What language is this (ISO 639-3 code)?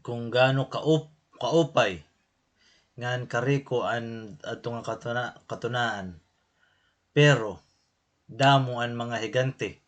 war